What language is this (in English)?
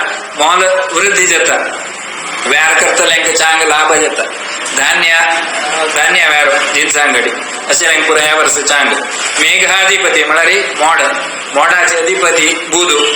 Konkani